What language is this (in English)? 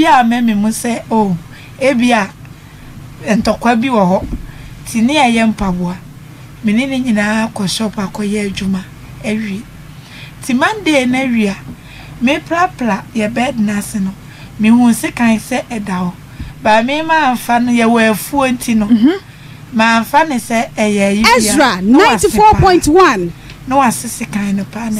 Akan